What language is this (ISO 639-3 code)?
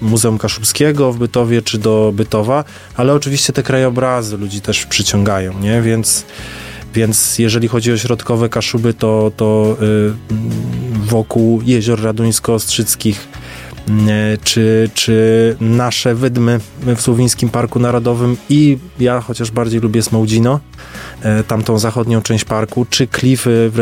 pol